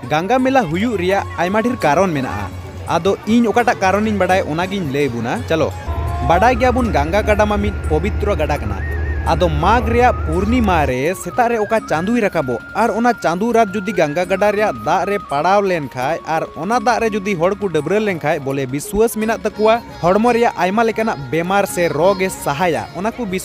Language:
Santali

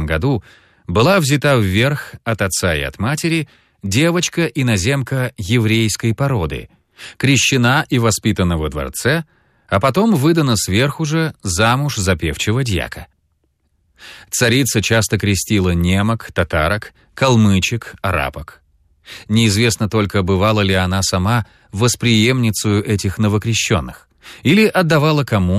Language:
Russian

